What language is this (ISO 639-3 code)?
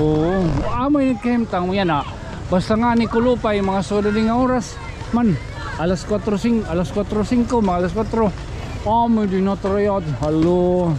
war